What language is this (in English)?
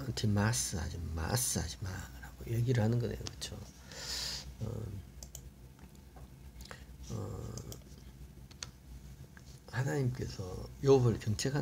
Korean